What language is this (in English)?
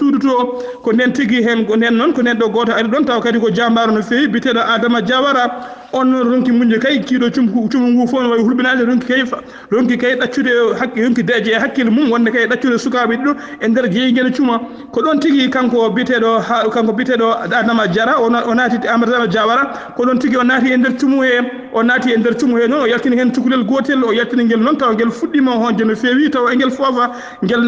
Fula